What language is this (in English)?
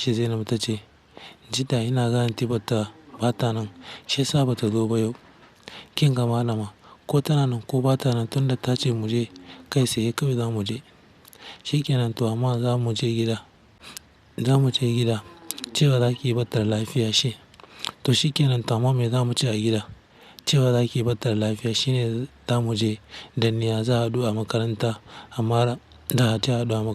Hausa